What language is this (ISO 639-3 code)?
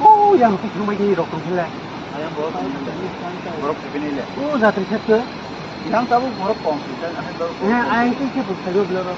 trp